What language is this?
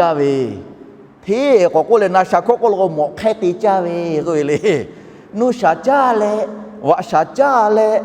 Lahu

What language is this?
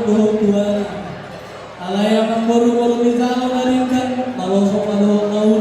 Batak Toba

